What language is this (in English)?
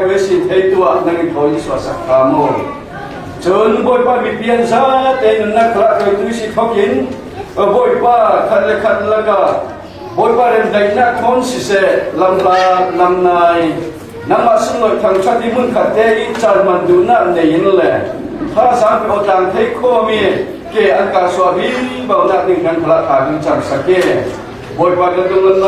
Falam Chin